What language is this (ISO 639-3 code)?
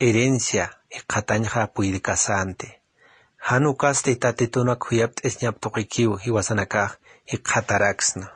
aym